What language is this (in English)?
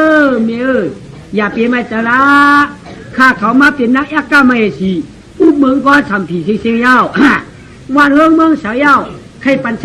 Shan